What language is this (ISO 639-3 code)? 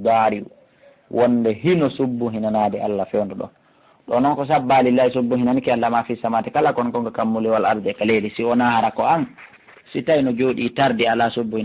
ful